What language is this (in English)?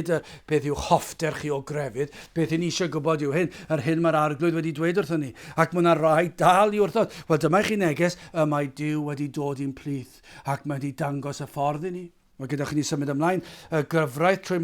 Welsh